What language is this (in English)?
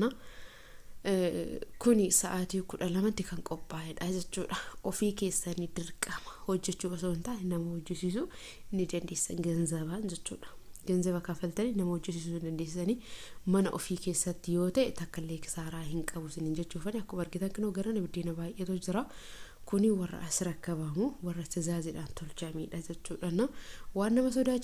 Oromo